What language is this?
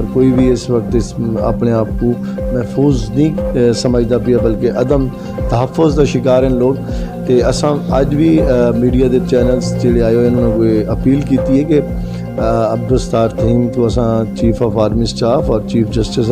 Saraiki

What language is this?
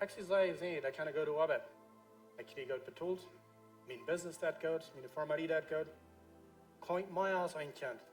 Plautdietsch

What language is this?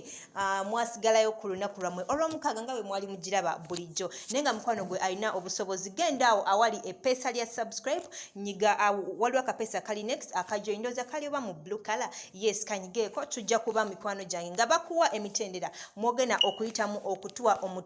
Ganda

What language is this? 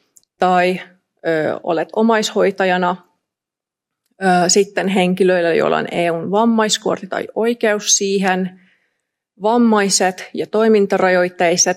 Finnish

